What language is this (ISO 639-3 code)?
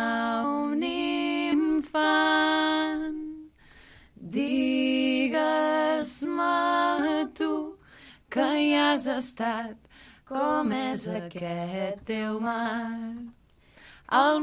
cat